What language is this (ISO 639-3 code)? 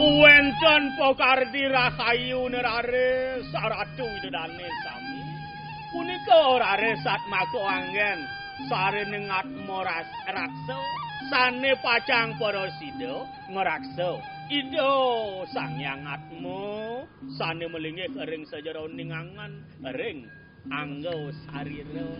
ban